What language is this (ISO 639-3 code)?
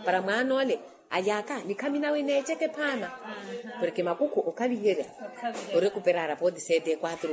vmw